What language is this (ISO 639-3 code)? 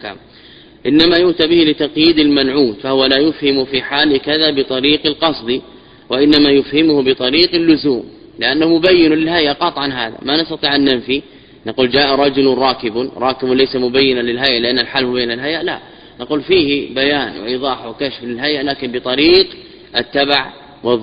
ara